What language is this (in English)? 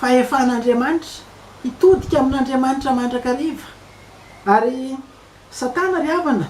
Malagasy